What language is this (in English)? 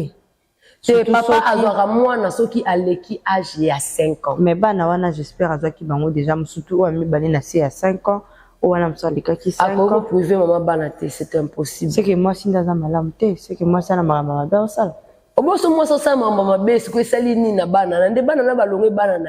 Lingala